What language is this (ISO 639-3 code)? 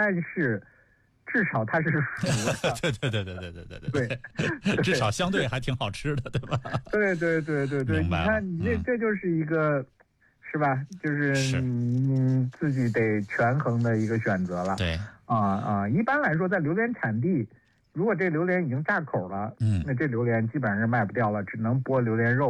zho